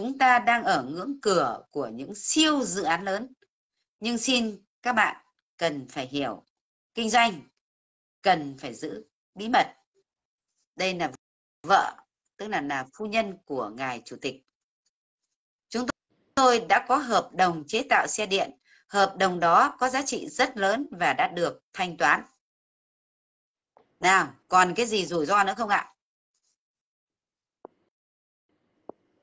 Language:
Vietnamese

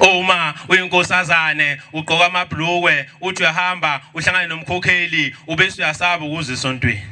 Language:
Zulu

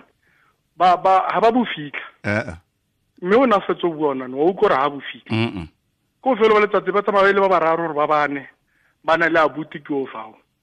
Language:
Tswana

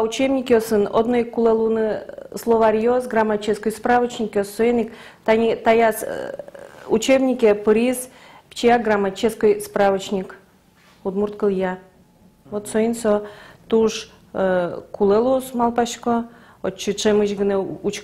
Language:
Udmurt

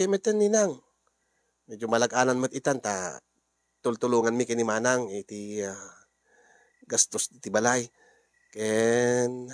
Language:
Iloko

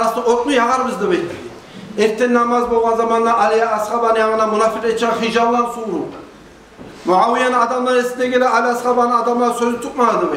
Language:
Kumyk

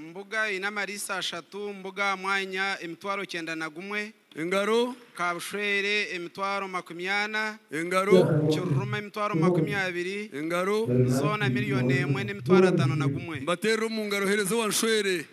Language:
Nyankole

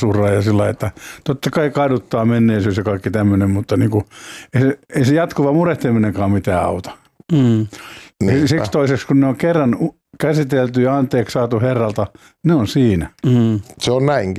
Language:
Finnish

